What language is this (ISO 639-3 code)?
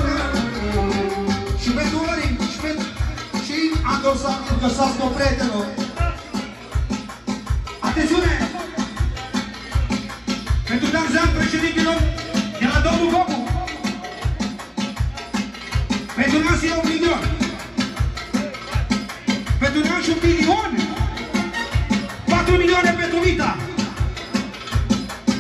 ron